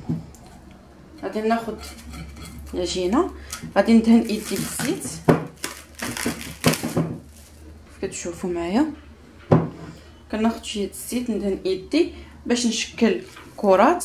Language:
Moroccan Arabic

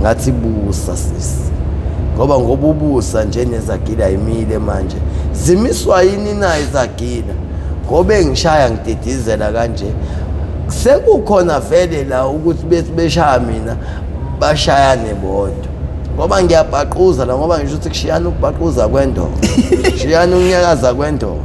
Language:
Zulu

